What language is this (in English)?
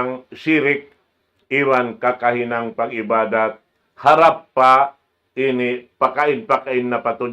Tausug